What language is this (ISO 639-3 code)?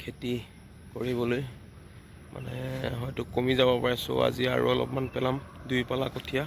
asm